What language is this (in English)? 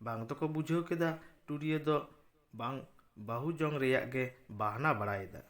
Santali